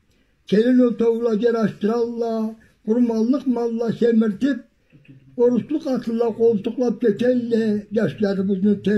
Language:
Karachay-Balkar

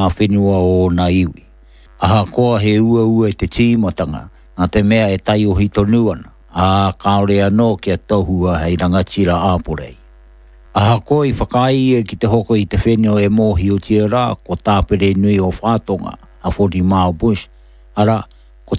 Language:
Māori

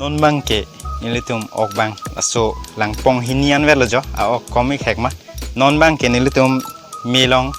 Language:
Karbi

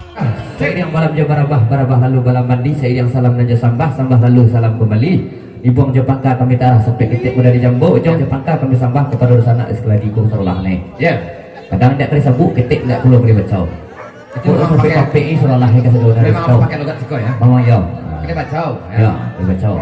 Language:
Minangkabau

